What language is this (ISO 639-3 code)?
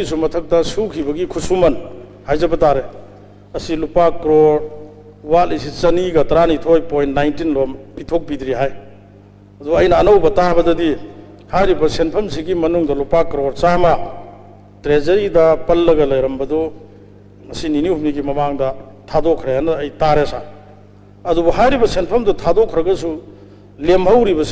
mni